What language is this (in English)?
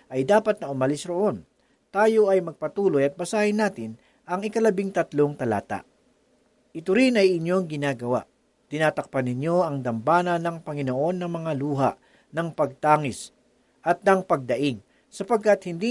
Filipino